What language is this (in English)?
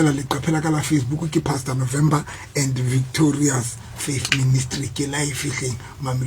Southern Sotho